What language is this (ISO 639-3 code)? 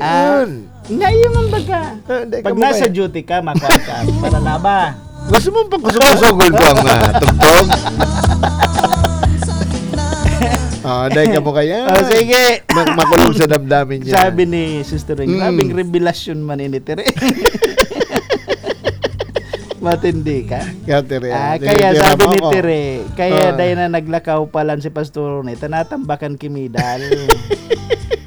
fil